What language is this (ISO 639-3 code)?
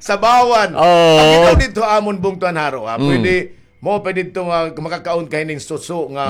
war